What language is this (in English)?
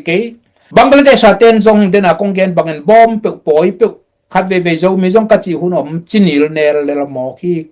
Tedim Chin